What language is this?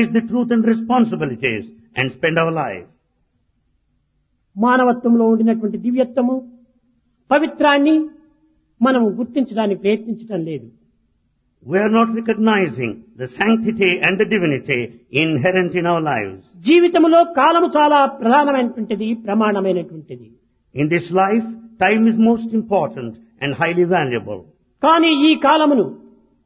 Telugu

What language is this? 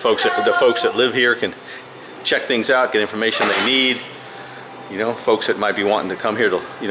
English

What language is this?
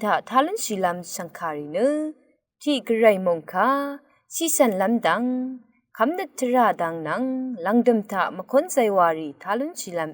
Rawang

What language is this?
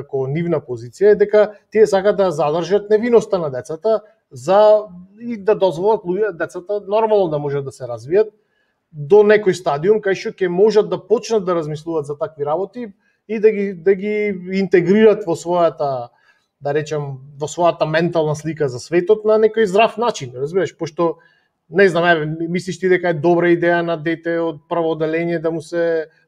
Macedonian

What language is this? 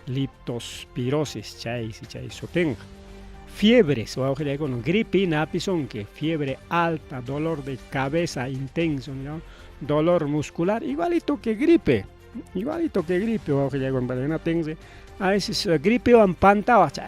Ayacucho Quechua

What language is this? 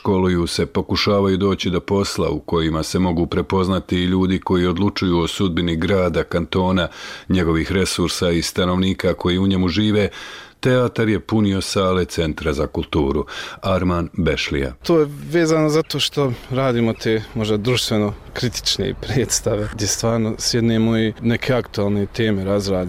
Bosnian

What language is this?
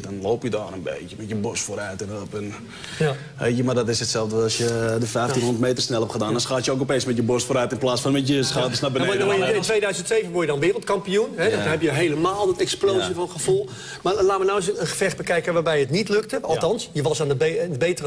Dutch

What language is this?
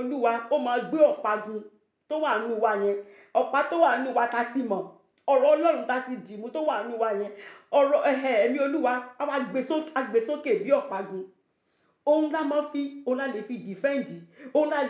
Yoruba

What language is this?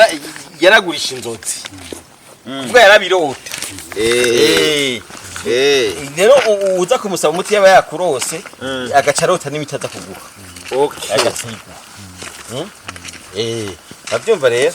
Rundi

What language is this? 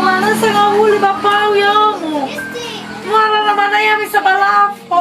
Nias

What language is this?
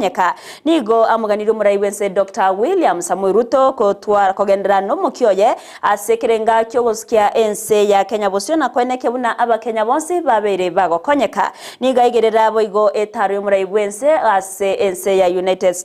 Gusii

